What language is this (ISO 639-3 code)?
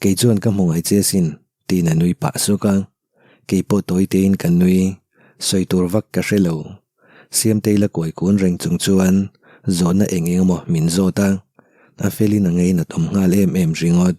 lus